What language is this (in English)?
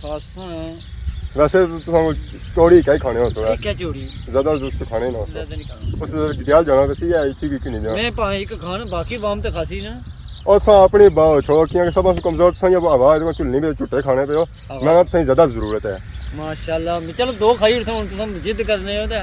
Pahari-Potwari